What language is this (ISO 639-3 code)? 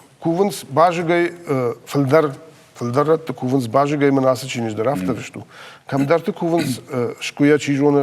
oss